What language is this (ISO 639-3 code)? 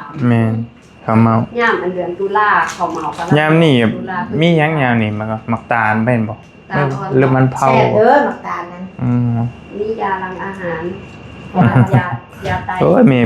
lao